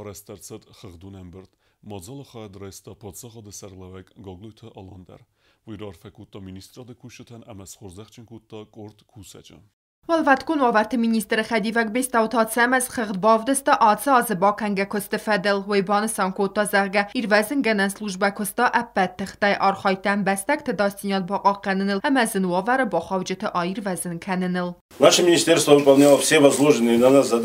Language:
Ossetic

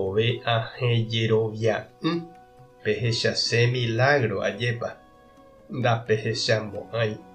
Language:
Guarani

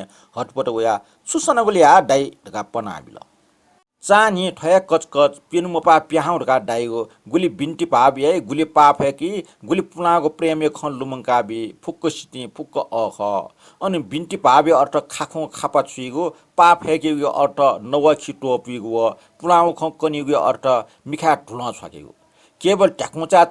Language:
Newari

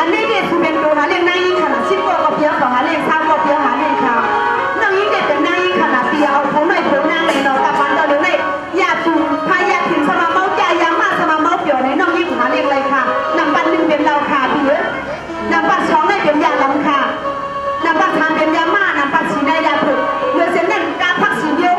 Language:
Shan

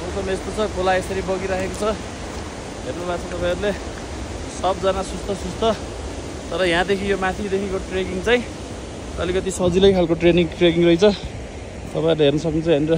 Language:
Nepali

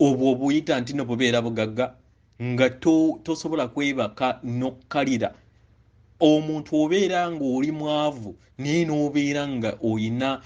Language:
Ganda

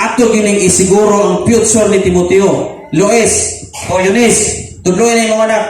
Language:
Cebuano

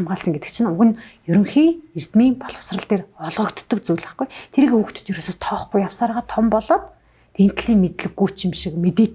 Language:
Mongolian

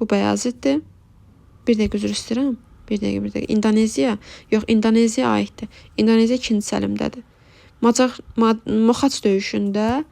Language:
Azerbaijani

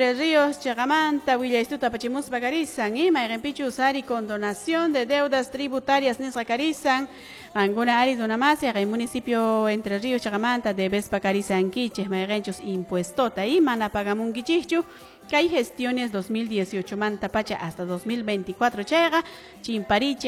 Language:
Quechua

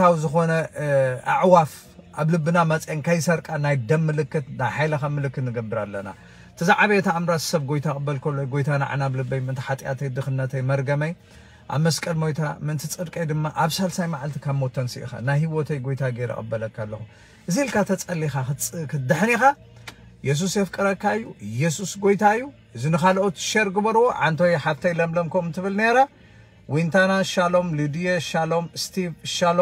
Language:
Tigrinya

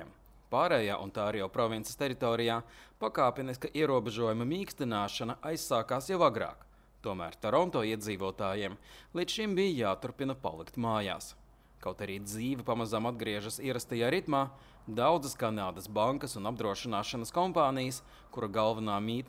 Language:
Latvian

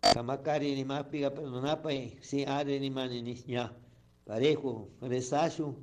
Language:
Chimborazo Highland Quichua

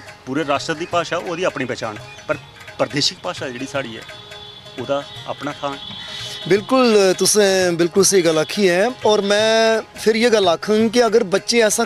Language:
Dogri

